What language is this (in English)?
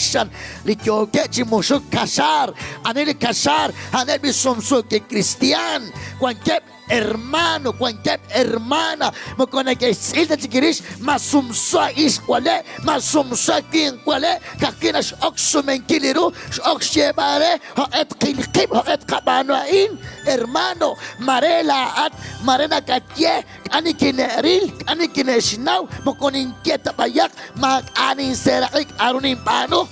Kekchí